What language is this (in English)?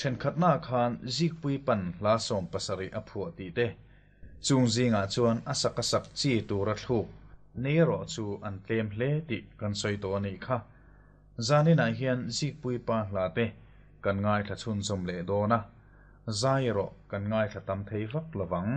Mizo